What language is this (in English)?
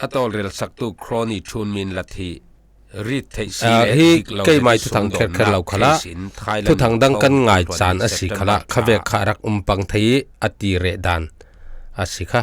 Falam Chin